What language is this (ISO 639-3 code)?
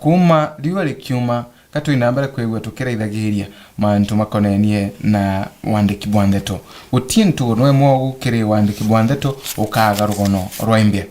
mer